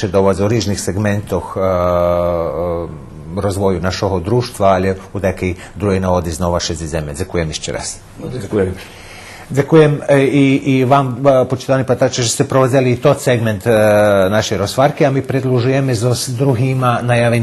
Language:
Rusyn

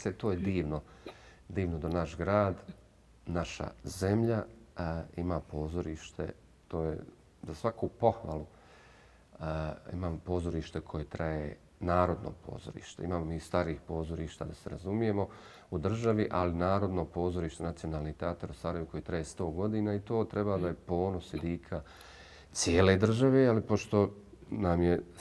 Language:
Bosnian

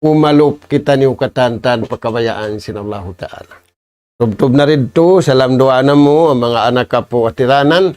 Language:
Tausug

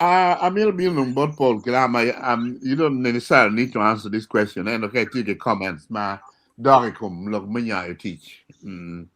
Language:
Acoli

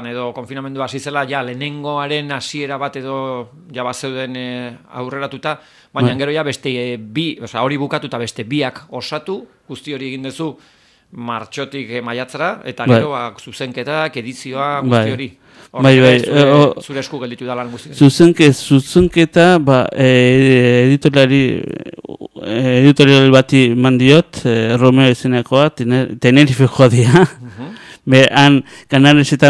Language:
Basque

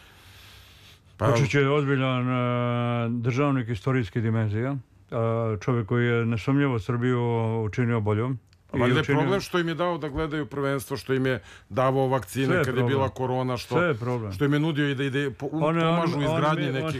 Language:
Serbian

